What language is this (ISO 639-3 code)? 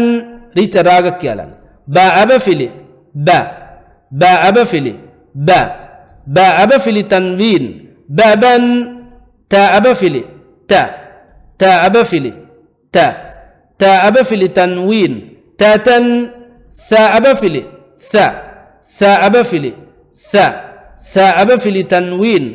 div